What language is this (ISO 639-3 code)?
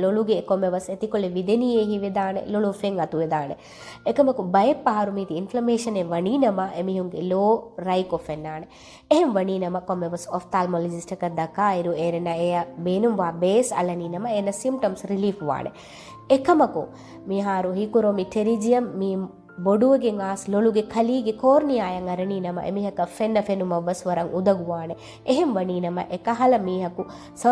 div